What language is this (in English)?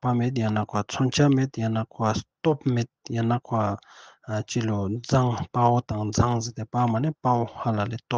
Ladakhi